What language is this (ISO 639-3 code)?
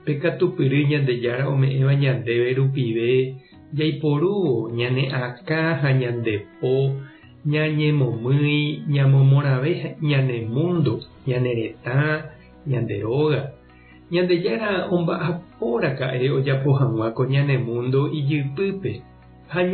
grn